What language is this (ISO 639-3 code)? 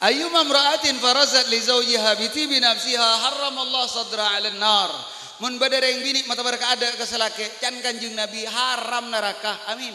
mad